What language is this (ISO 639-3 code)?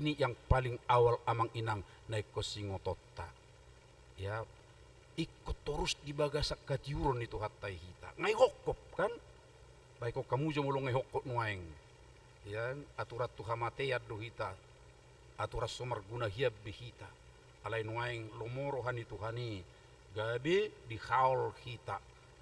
bbc